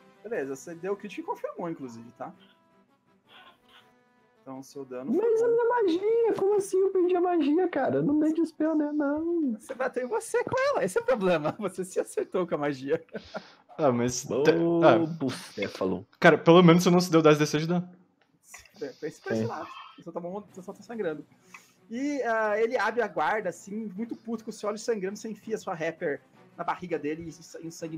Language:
Portuguese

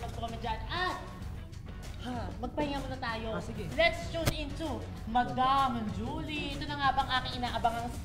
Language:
Filipino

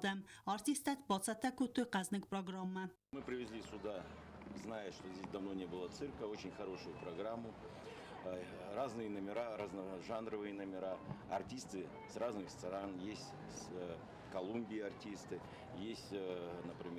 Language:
Ossetic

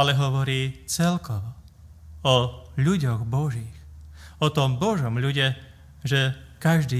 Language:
Slovak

